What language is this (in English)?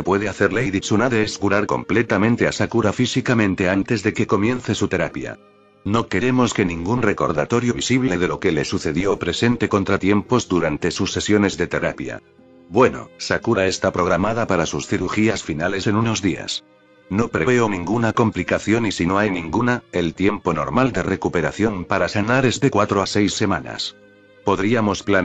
Spanish